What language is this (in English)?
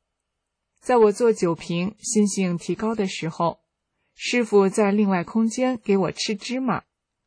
Chinese